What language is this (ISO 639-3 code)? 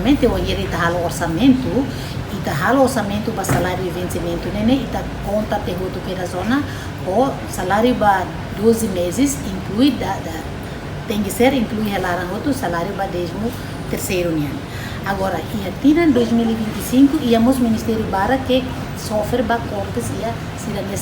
tet